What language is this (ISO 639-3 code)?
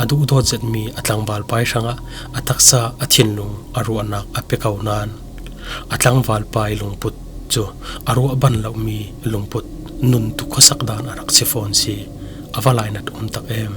cfm